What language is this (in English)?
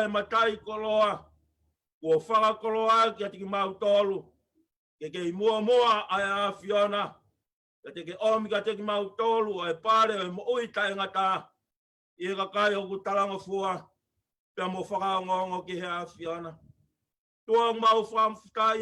Tongan